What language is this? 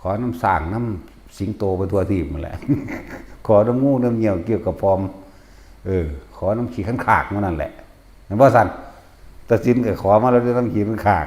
Northeastern Thai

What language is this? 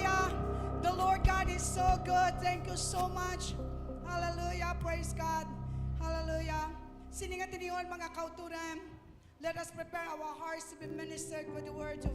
Hiligaynon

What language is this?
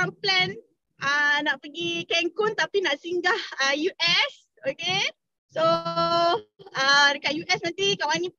Malay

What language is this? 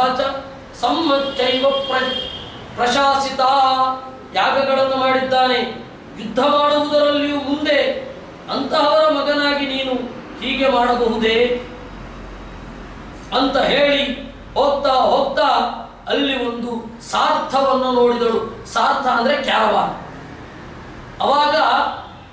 Kannada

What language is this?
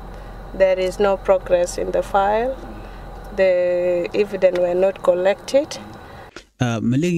Nuer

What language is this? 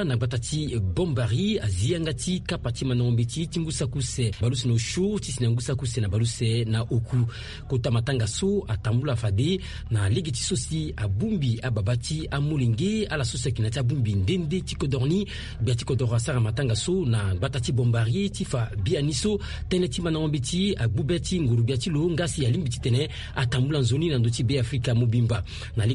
Sango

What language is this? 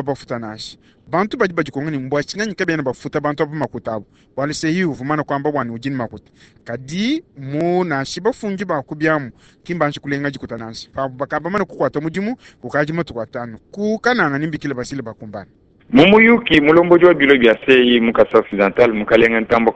Luba-Lulua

